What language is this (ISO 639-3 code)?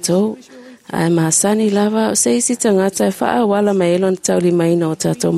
smo